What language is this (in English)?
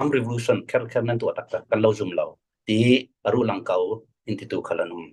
Falam Chin